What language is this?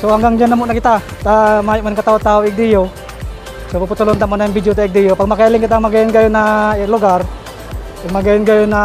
Bikol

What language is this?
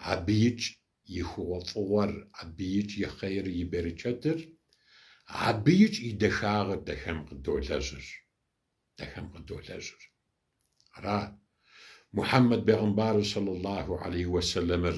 Kabardian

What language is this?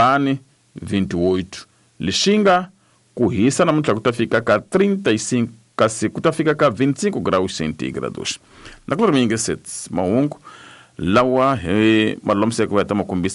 Tsonga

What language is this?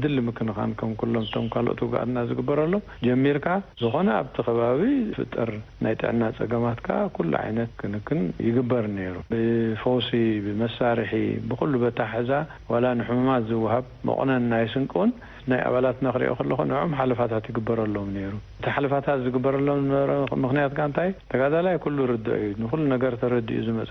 Tigrinya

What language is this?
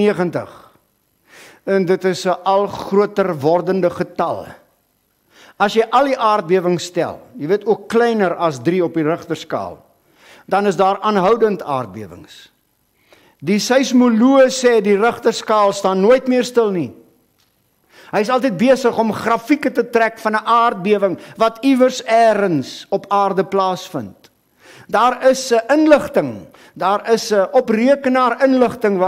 Afrikaans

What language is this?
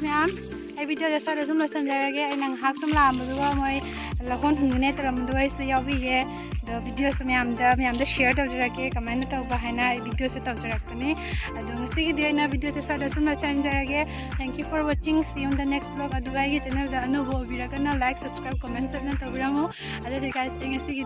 Manipuri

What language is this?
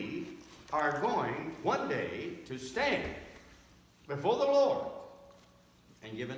English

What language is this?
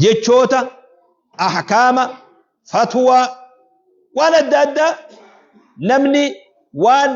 Oromo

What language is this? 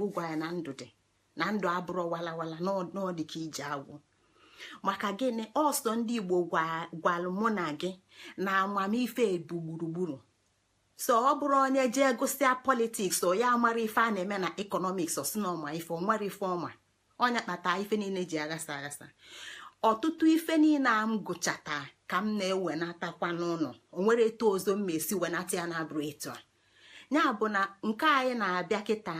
Igbo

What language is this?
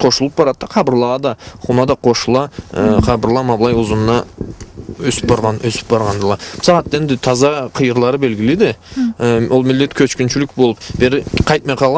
Karachay-Balkar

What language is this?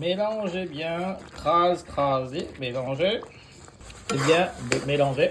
Morisyen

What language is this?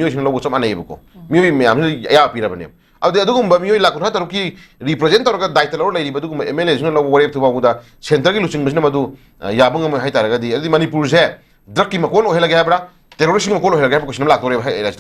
Manipuri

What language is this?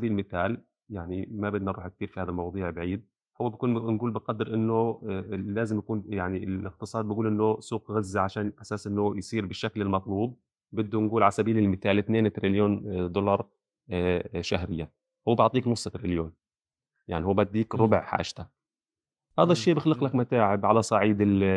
North Levantine Arabic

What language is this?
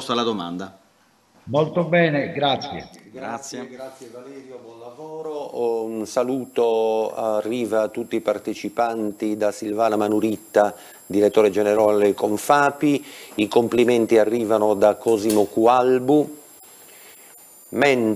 Italian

